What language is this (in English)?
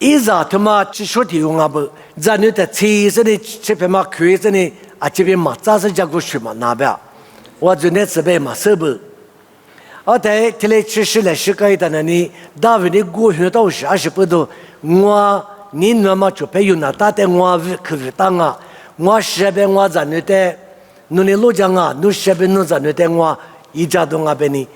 Lisu